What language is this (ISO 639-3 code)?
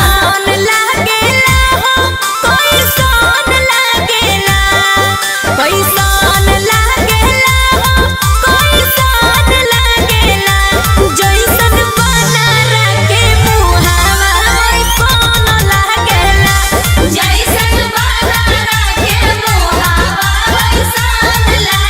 mag